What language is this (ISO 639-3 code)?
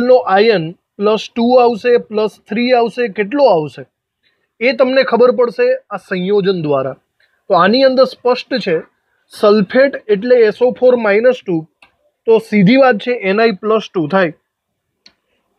guj